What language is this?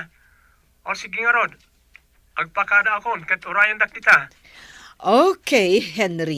Iloko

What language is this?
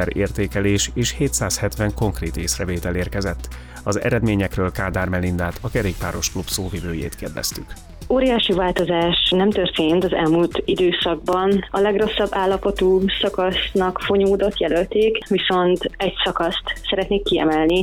Hungarian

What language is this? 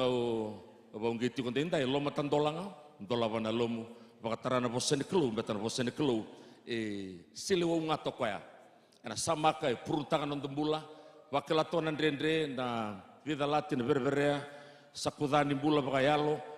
Fijian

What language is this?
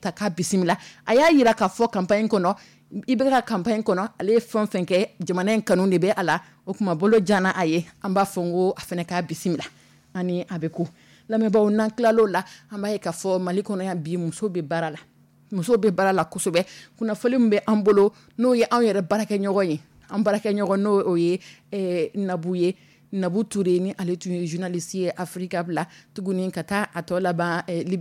Dyula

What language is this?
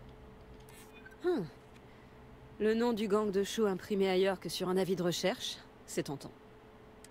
French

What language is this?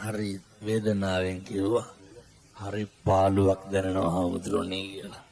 Sinhala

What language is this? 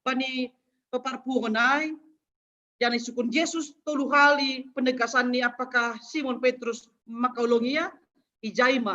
Batak Simalungun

